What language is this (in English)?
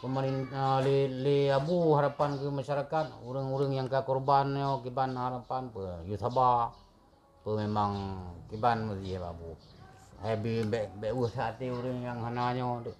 Achinese